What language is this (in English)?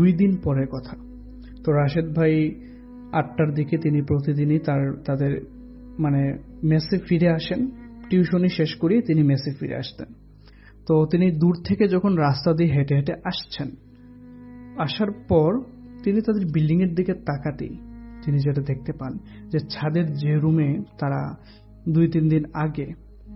Bangla